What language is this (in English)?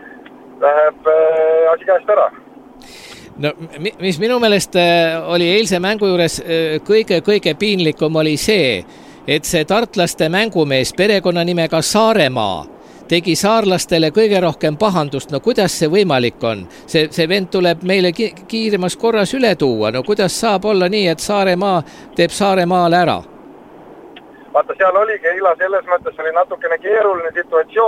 Estonian